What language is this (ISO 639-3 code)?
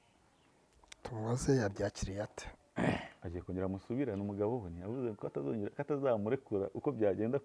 kin